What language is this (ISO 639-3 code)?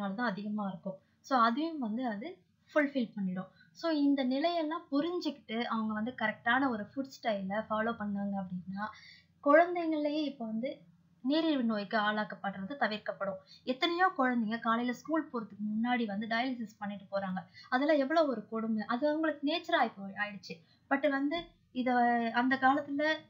tam